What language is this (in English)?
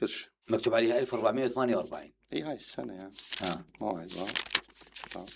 Mesopotamian Arabic